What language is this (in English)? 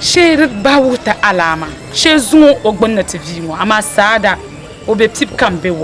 Dagbani